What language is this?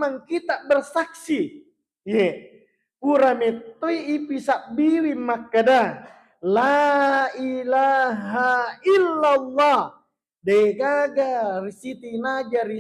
Buginese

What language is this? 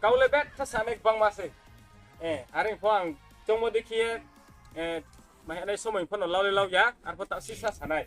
Riang (India)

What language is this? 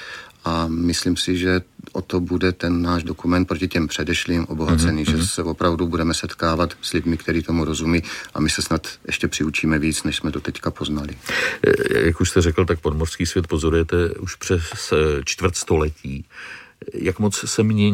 Czech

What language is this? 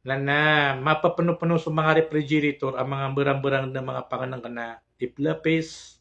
Maranao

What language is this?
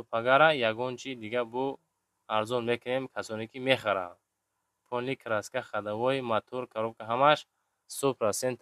Tajik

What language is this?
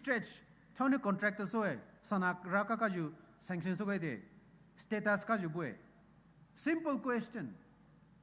Poumei Naga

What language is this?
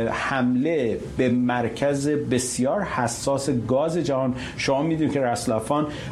Persian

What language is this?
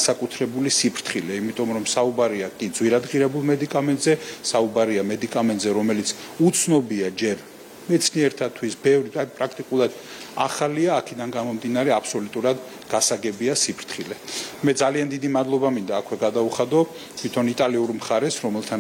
Georgian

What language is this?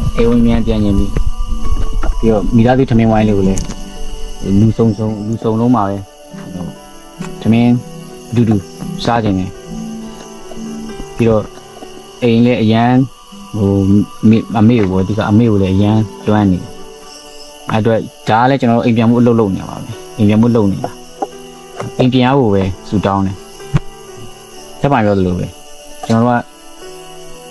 Burmese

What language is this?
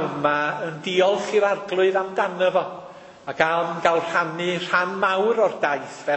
Welsh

